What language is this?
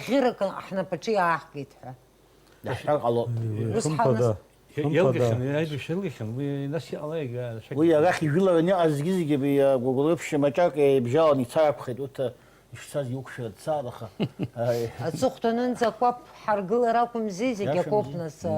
Abkhazian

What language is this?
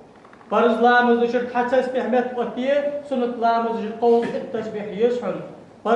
Ingush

